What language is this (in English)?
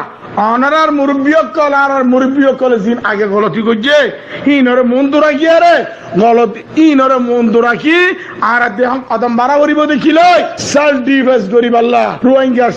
Rohingya